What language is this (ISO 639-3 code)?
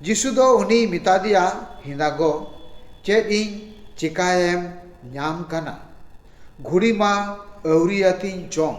sat